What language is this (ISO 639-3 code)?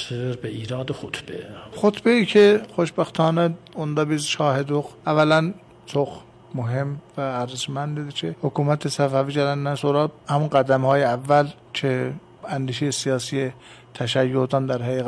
aze